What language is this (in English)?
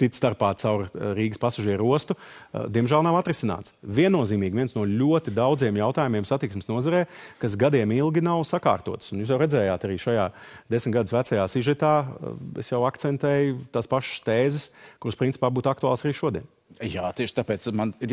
Latvian